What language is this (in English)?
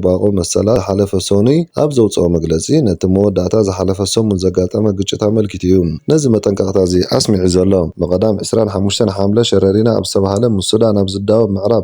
Tigrinya